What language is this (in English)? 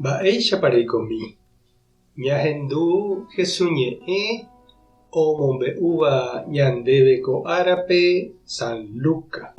Guarani